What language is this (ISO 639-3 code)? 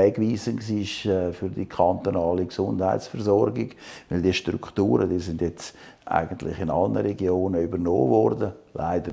gsw